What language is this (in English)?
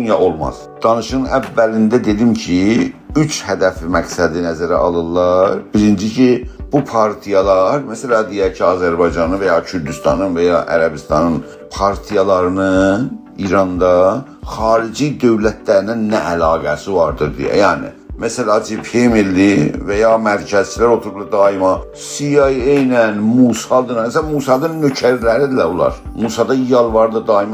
South Azerbaijani